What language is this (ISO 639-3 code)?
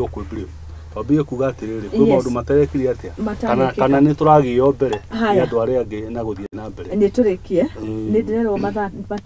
kik